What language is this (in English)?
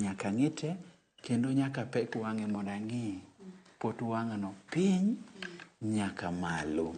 Luo (Kenya and Tanzania)